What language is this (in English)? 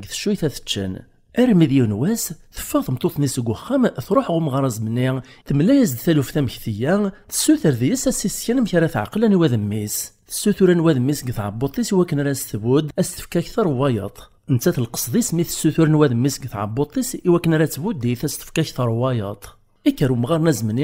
Kabyle